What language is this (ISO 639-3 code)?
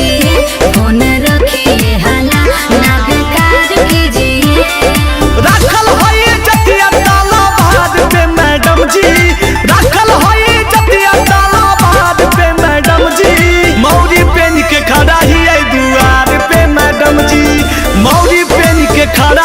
mag